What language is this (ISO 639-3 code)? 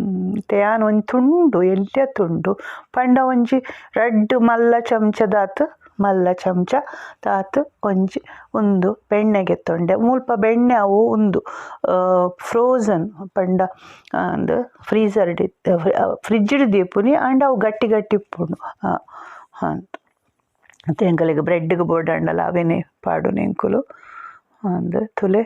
tcy